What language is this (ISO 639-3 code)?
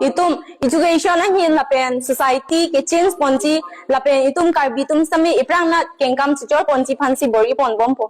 mjw